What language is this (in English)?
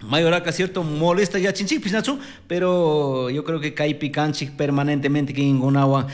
Chimborazo Highland Quichua